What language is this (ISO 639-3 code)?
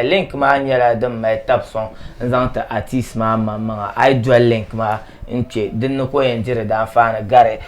dag